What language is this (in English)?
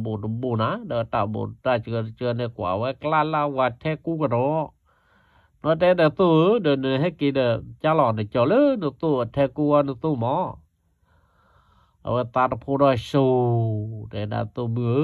S'gaw Karen